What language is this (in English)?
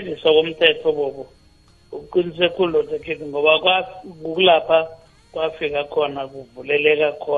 South Ndebele